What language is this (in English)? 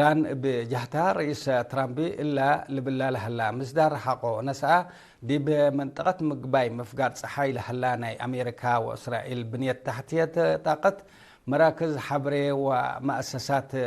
Tigre